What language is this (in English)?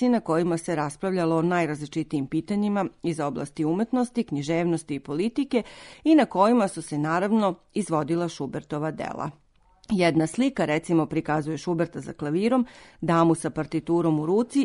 Serbian